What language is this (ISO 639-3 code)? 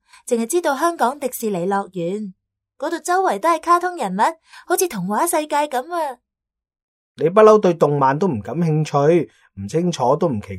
yue